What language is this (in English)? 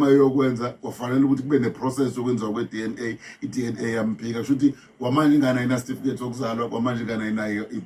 Zulu